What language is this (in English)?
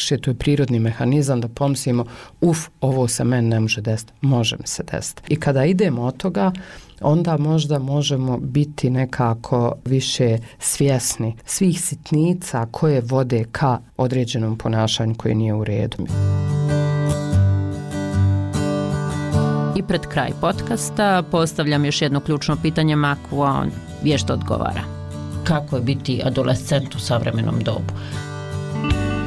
Bosnian